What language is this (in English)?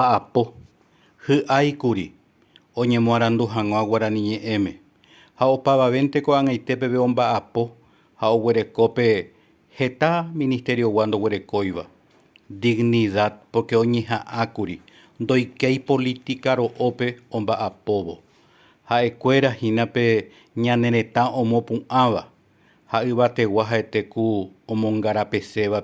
Guarani